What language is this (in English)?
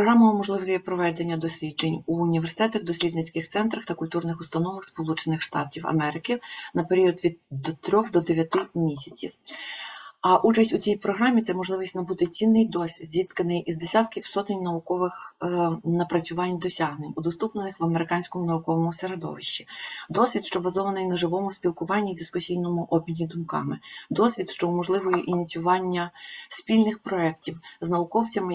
Ukrainian